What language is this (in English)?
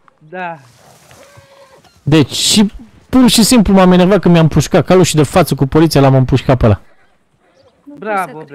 Romanian